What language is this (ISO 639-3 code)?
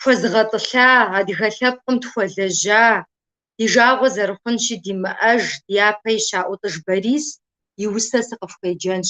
kbd